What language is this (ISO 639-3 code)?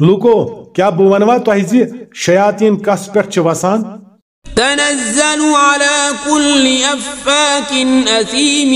kas